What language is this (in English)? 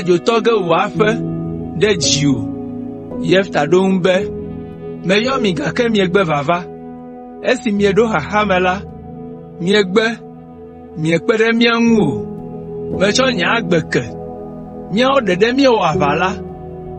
Ewe